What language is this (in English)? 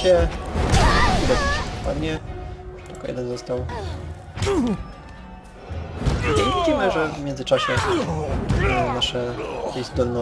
Polish